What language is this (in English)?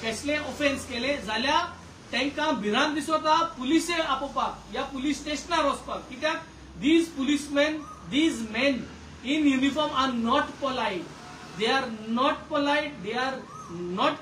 Konkani